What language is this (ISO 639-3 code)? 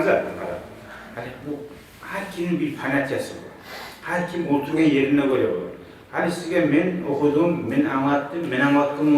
kum